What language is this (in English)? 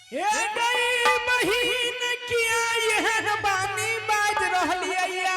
Angika